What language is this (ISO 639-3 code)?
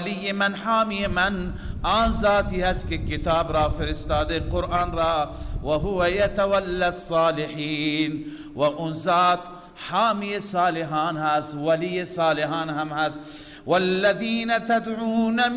fas